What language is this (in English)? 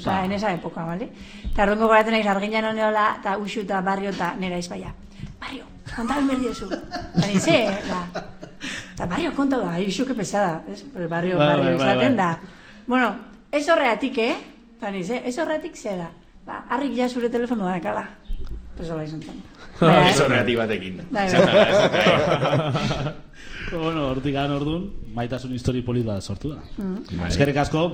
Basque